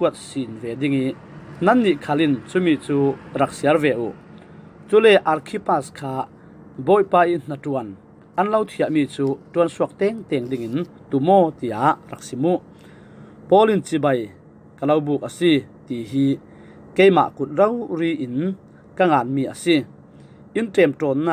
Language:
Falam Chin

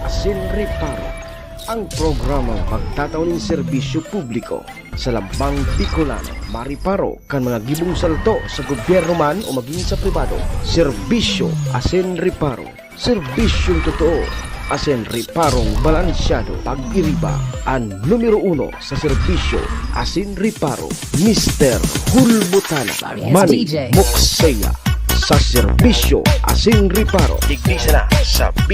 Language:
Bikol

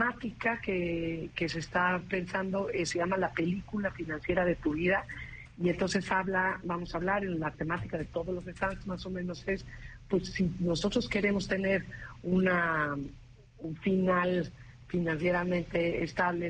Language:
Spanish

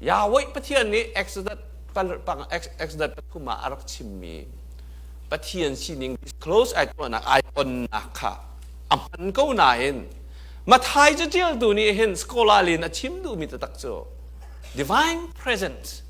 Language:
Hakha Chin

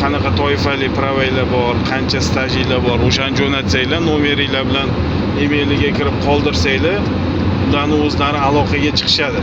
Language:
Uzbek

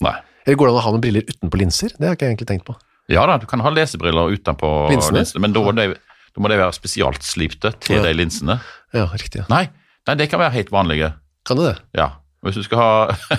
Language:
Norwegian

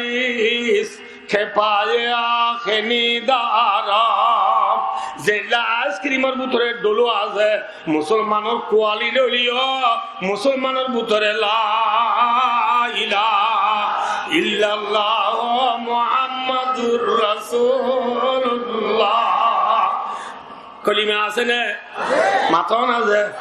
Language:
Rohingya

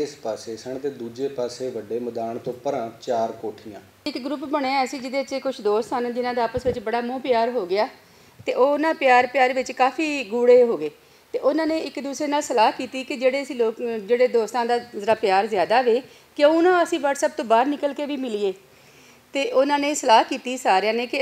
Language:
Western Panjabi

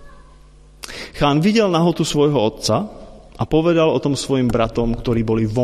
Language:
Slovak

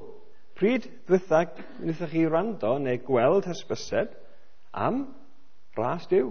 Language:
Welsh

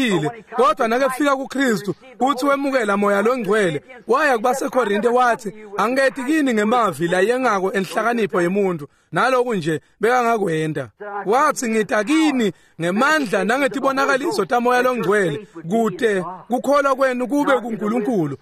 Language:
Swati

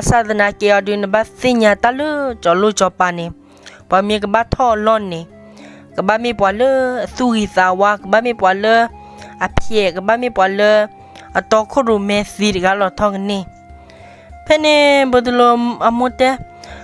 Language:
S'gaw Karen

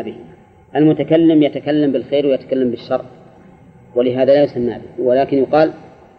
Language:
Arabic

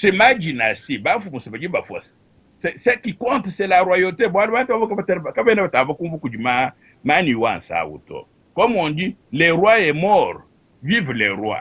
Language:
Luba-Lulua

